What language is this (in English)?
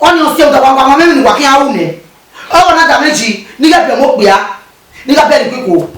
Bini